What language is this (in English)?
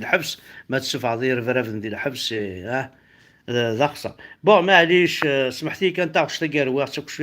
Kabyle